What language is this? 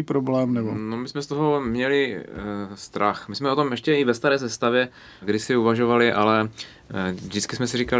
Czech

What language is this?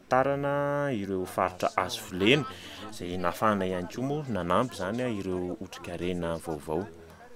Malagasy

